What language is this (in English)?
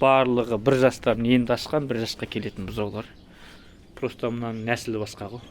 Kazakh